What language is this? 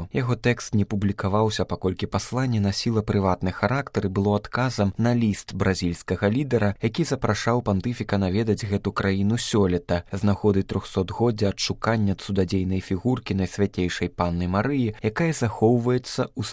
Belarusian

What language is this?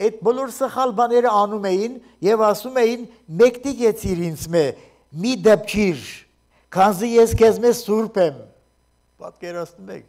Armenian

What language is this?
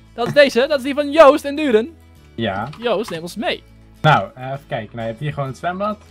Dutch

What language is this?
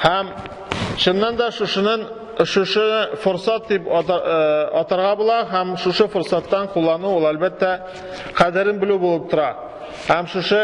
Tatar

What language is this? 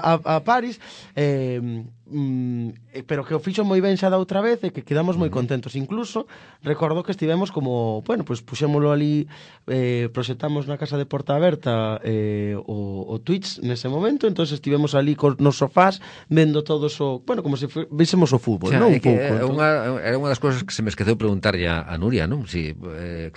Galician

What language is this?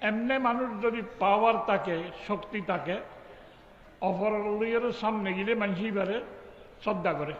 Rohingya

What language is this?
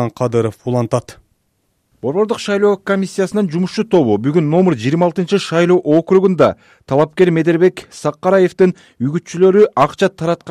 Kyrgyz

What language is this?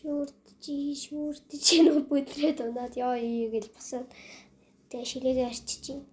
Mongolian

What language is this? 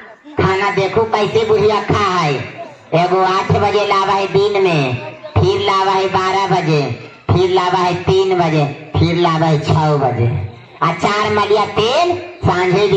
Magahi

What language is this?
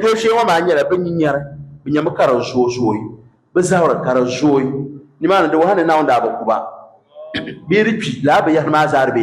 Dagbani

